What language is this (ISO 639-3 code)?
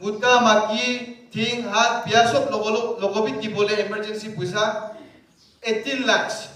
nag